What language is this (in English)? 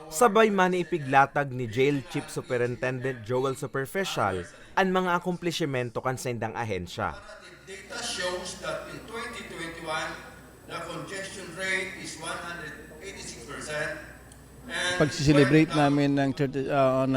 Bikol